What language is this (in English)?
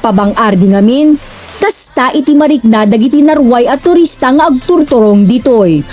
Iloko